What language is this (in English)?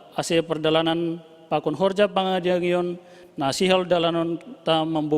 Batak Simalungun